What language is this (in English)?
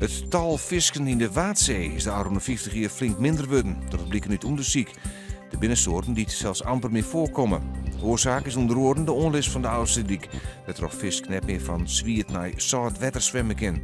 Western Frisian